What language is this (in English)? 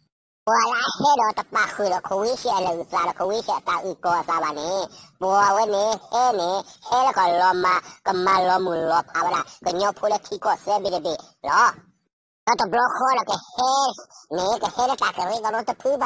S'gaw Karen